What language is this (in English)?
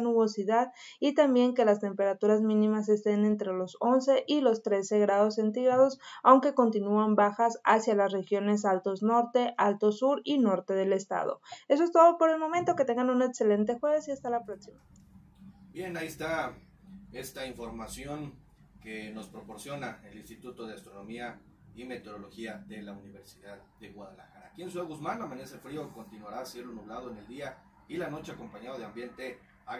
Spanish